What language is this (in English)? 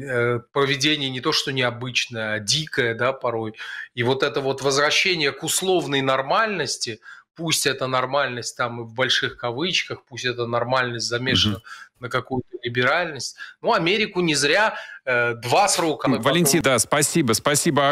Russian